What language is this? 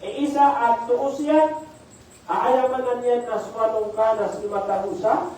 Maranao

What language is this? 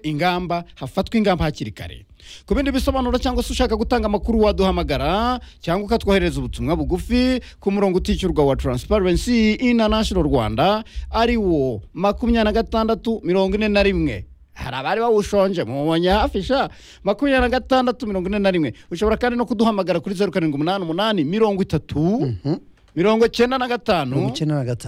Kinyarwanda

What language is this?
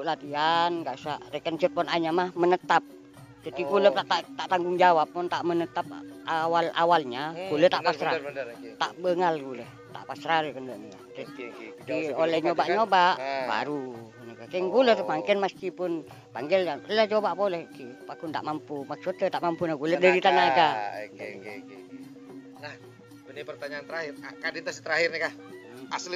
Madurese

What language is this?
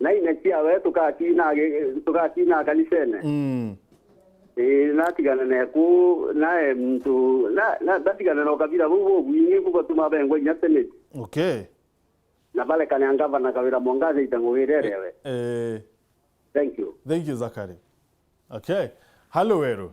Meru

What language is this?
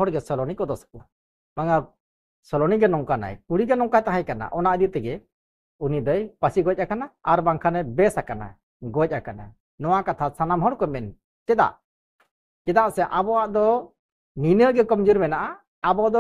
Santali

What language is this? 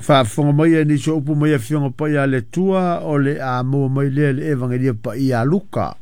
Samoan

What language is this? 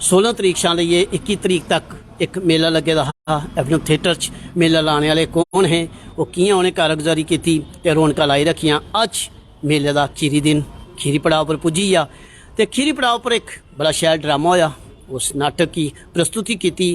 Dogri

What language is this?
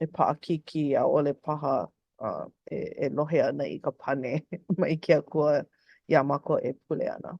Hawaiian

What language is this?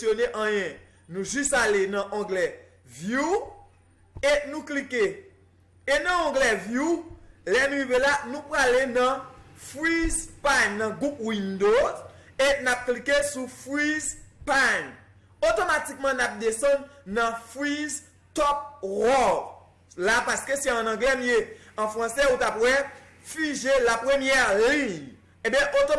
Haitian Creole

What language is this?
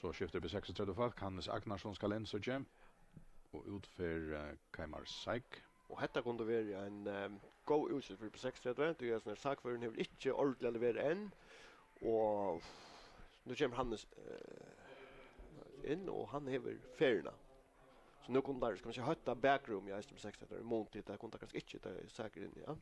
Faroese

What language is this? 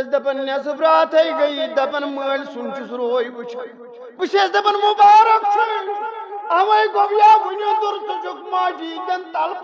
Kashmiri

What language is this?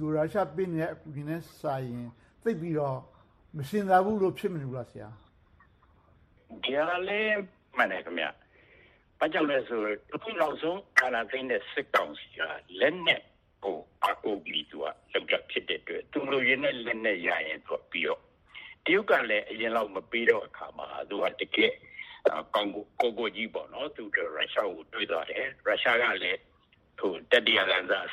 Burmese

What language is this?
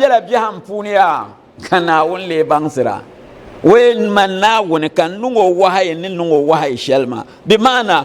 Dagbani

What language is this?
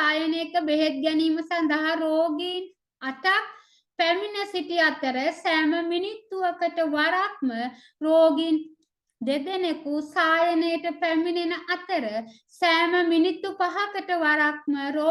Sinhala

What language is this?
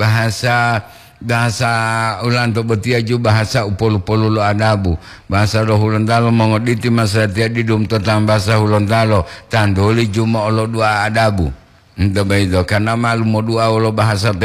Gorontalo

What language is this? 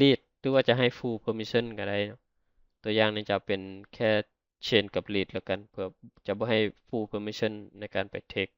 Lao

